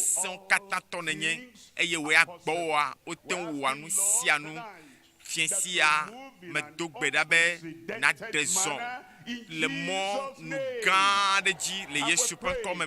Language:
Ewe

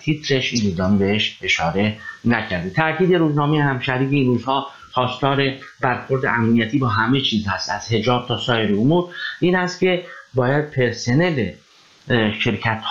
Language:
Persian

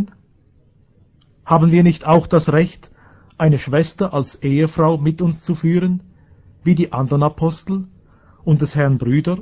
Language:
German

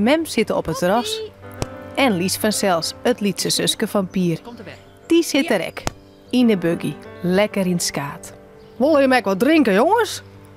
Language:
Western Frisian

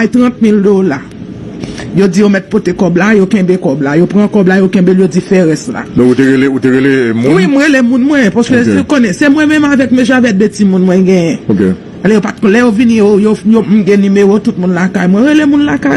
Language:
Haitian Creole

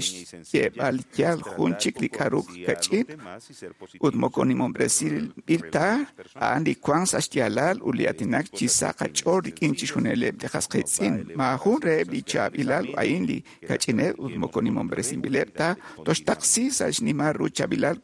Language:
Kekchí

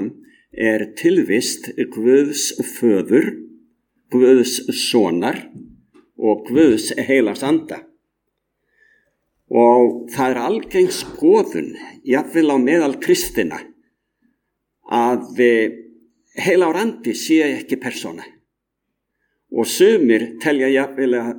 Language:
Icelandic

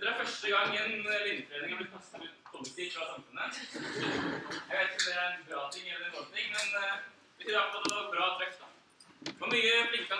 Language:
Norwegian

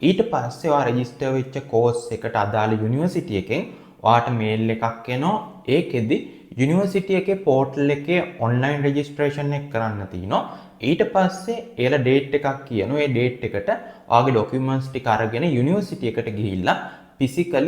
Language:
Sinhala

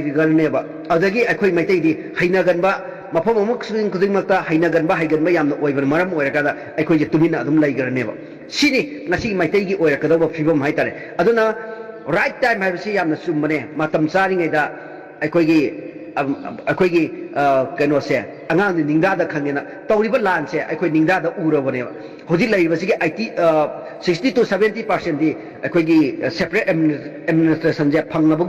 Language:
Manipuri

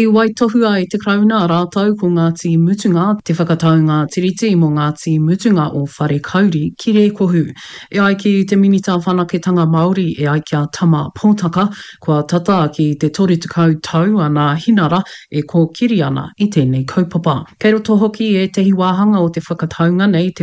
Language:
Māori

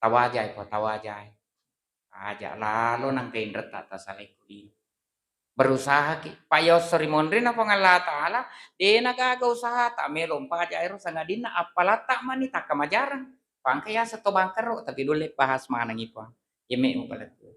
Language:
Buginese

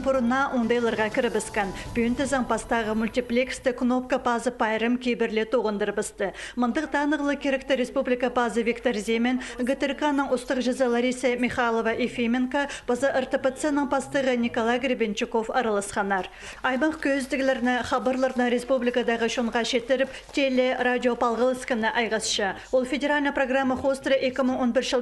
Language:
Khakas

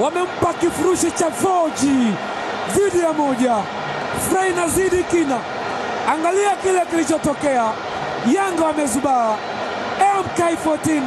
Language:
Swahili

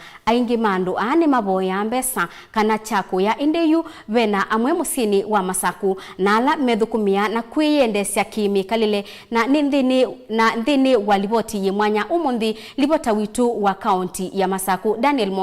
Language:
Kamba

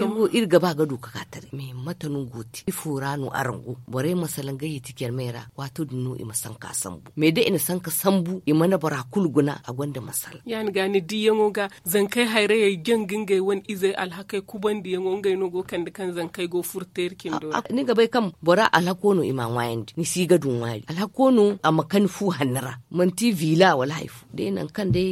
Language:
Zarma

